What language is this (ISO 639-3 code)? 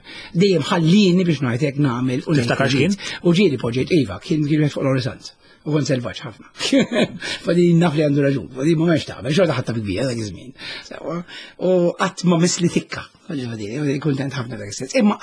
mlt